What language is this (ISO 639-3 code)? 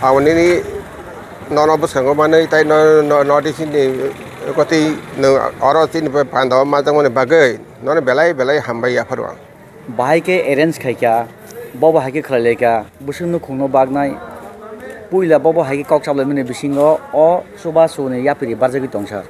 trp